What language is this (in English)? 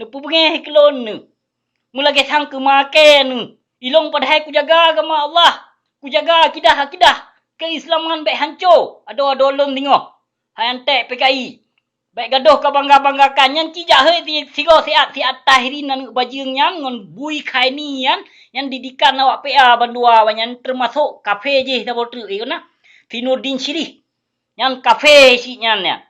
Achinese